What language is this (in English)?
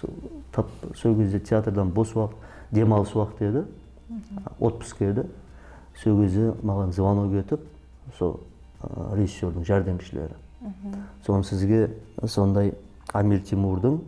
Kara-Kalpak